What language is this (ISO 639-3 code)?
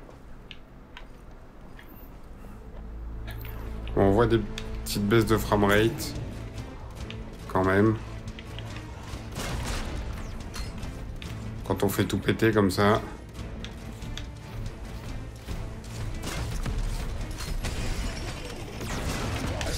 fra